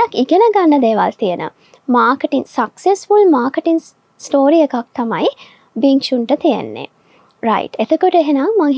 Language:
Sinhala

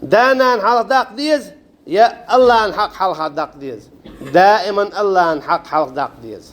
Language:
Chechen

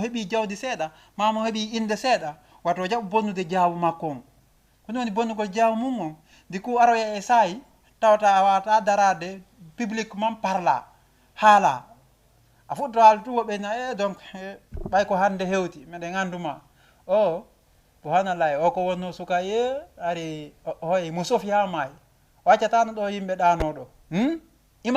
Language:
Fula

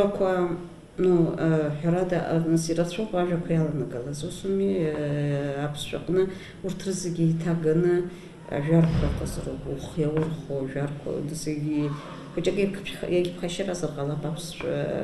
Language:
Abkhazian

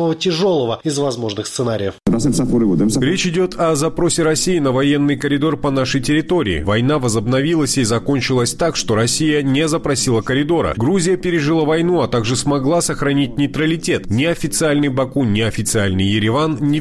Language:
Russian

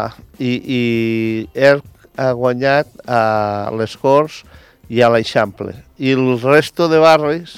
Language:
Catalan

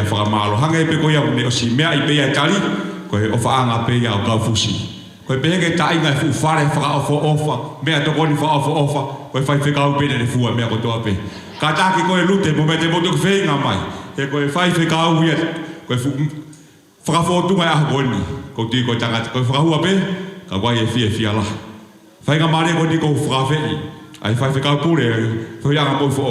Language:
Tongan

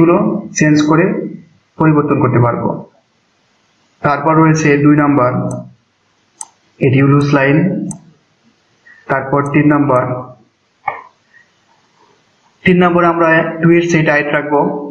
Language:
Bangla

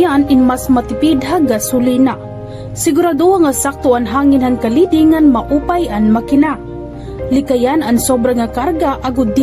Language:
Waray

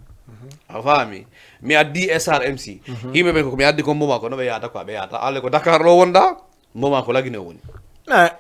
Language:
Fula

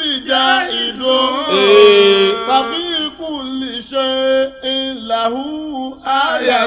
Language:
Yoruba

